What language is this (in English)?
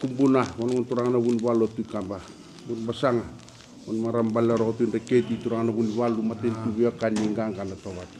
Fijian